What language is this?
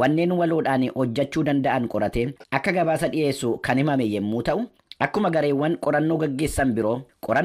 Oromo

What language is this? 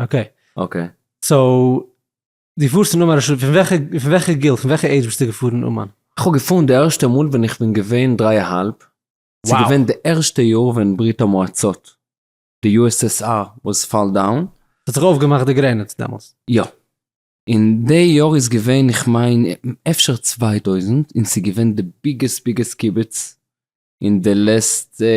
Yiddish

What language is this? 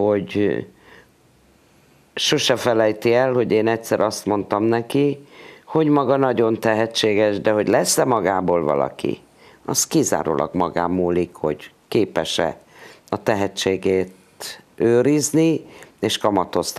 Hungarian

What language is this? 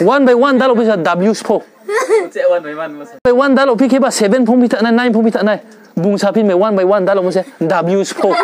Riang (India)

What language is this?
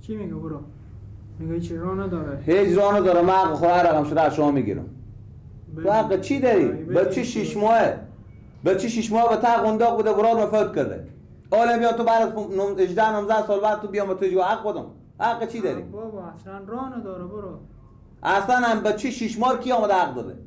Persian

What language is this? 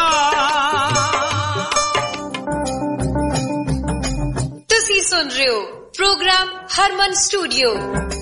Punjabi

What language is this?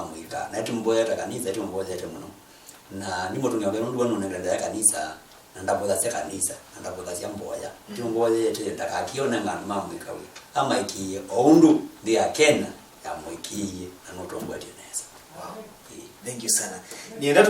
Kamba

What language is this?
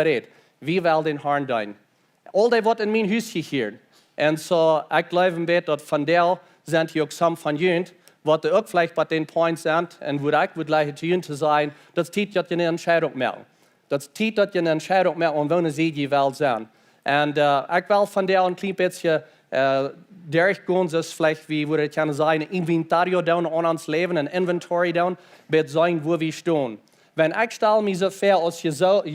Plautdietsch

